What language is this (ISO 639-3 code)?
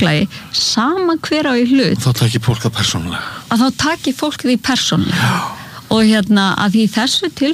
isl